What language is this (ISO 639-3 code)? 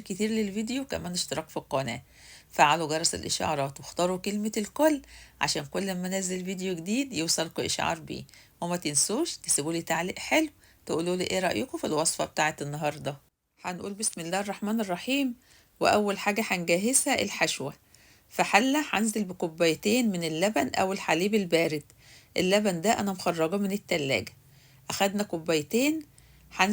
arz